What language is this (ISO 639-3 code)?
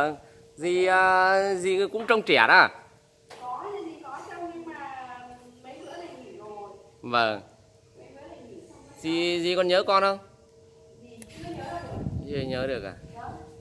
vie